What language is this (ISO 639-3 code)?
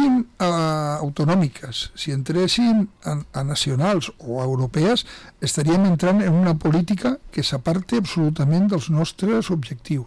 cat